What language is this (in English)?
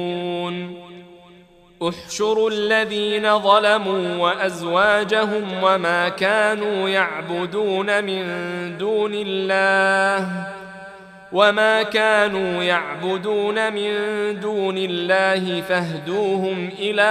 Arabic